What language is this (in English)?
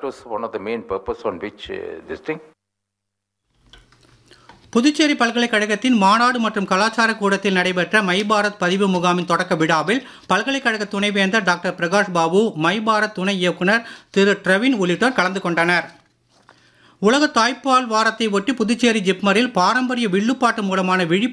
Tamil